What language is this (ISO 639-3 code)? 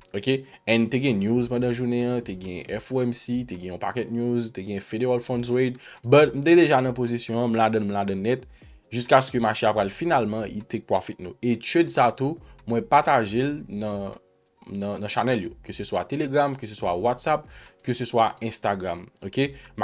hat